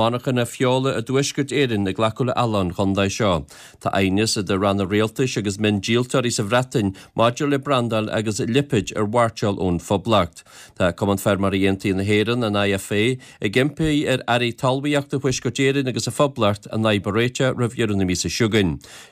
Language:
Irish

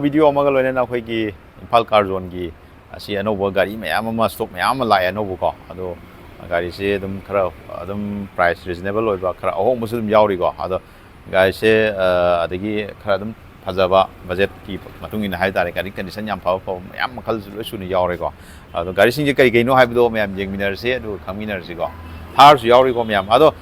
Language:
Manipuri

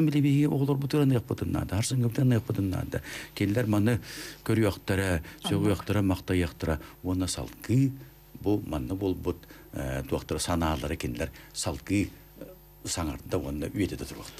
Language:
Yakut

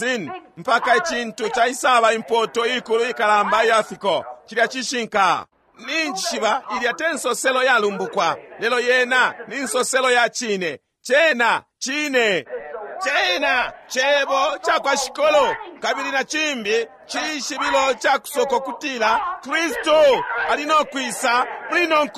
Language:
Bemba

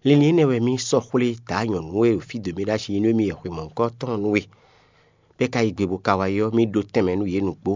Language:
Fon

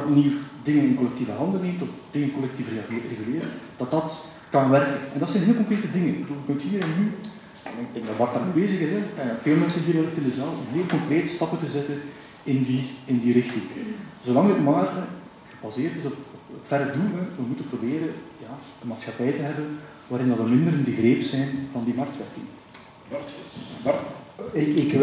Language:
Dutch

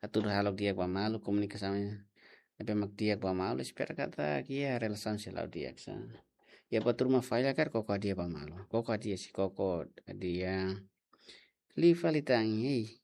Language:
Tetum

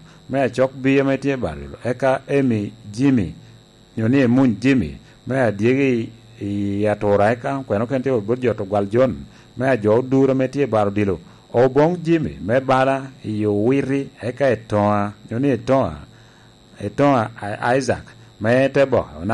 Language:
Lango (Uganda)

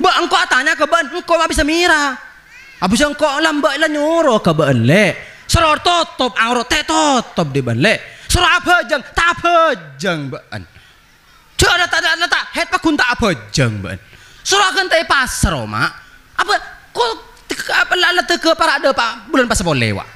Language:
Madurese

